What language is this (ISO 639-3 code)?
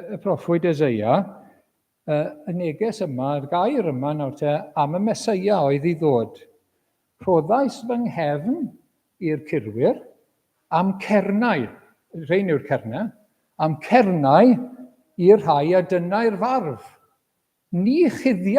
cym